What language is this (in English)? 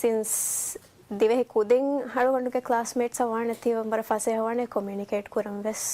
Divehi